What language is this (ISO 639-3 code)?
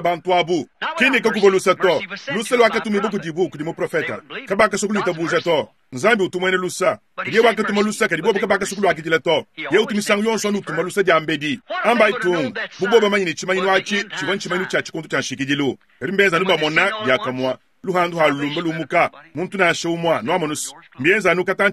lua